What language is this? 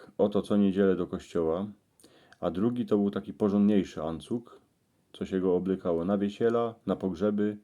Silesian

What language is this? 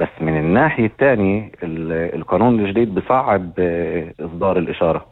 North Levantine Arabic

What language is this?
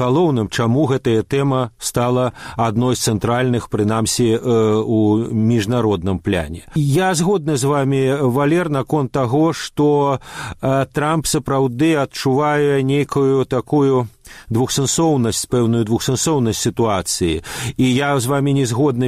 Belarusian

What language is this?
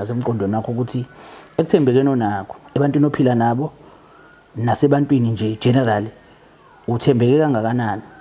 Zulu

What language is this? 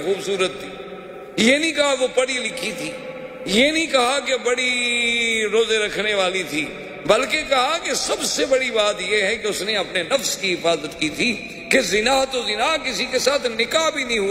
Urdu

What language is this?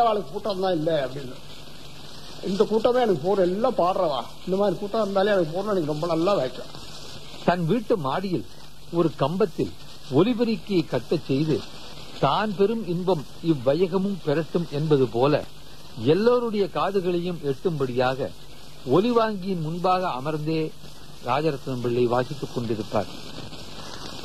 Tamil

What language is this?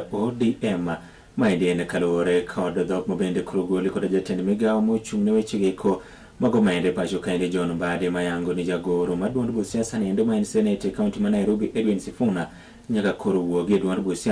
Luo (Kenya and Tanzania)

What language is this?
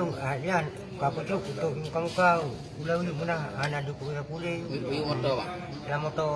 Achinese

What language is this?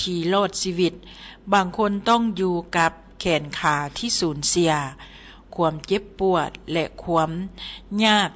Lao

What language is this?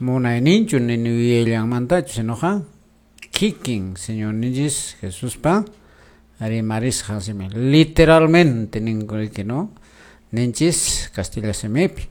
Quechua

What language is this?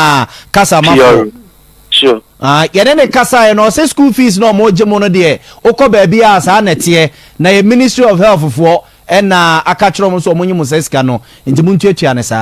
Akan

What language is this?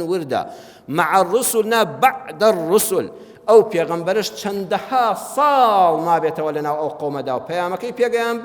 Central Kurdish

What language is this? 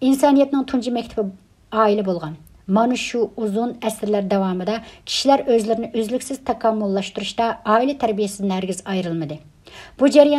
Uyghur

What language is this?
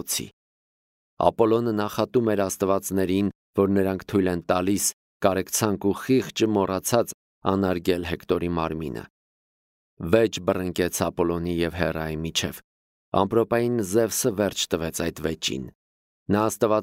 Armenian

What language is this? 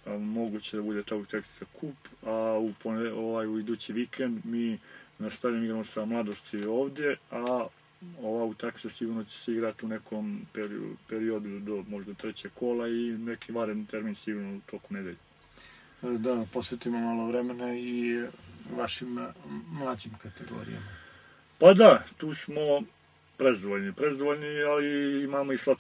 Serbian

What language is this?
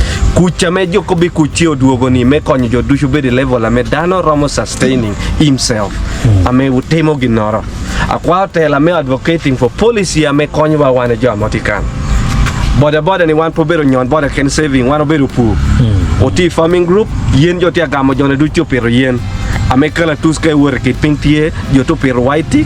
Acoli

